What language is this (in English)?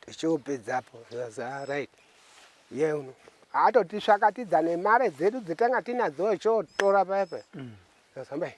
Shona